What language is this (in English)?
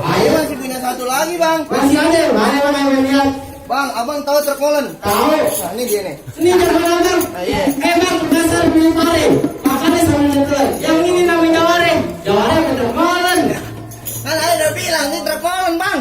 Betawi